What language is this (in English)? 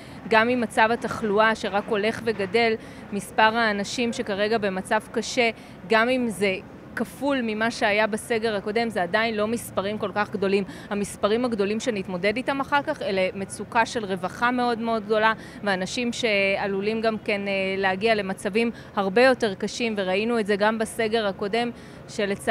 Hebrew